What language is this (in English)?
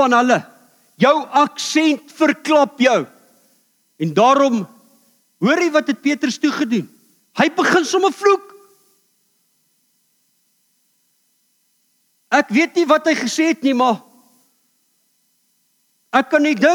Afrikaans